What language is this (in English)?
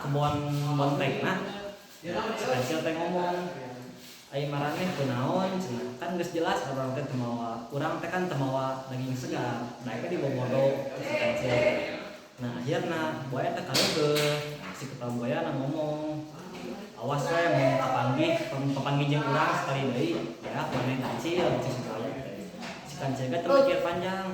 Sundanese